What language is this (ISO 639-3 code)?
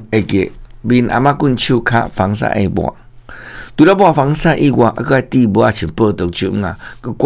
nan